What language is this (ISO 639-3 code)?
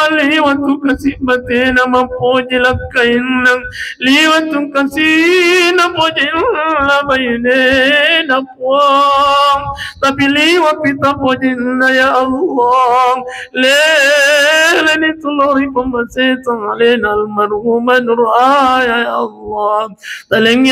bug